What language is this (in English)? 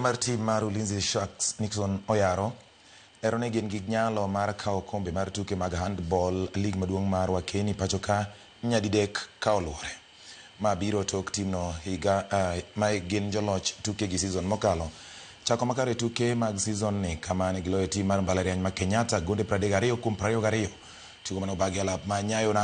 Luo (Kenya and Tanzania)